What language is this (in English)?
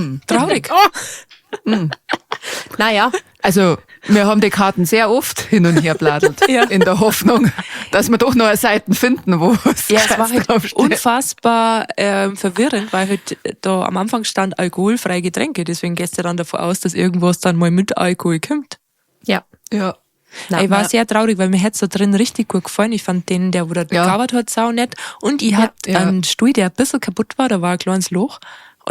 Bavarian